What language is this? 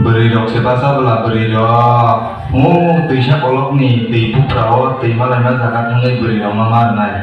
Kok Borok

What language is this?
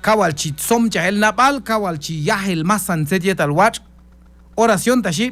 Q'anjob'al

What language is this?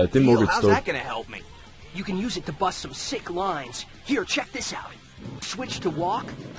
Bavarian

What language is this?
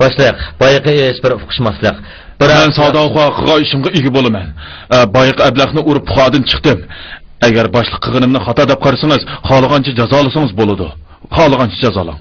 Uyghur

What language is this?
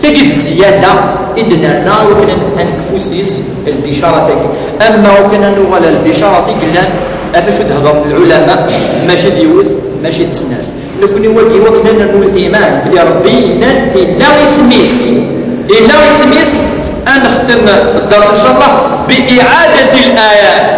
Kabyle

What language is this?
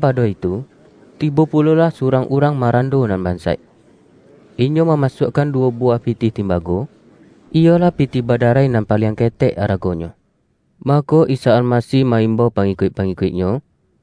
Minangkabau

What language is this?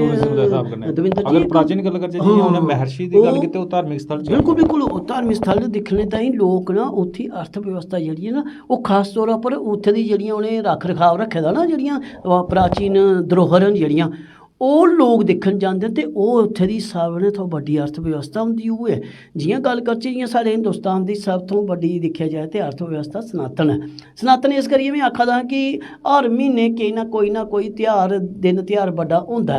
Dogri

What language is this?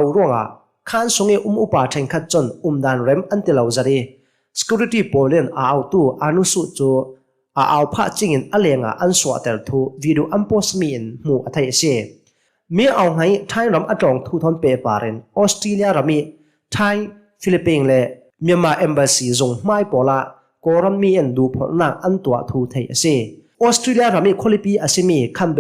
Hakha Chin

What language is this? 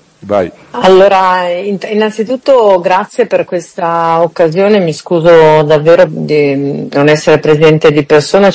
Italian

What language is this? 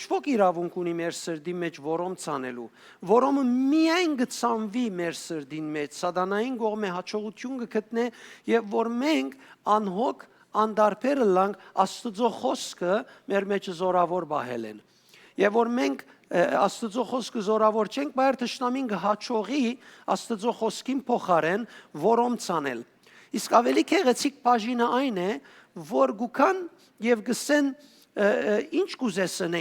Western Armenian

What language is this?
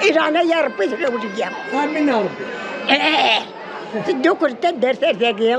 Kabyle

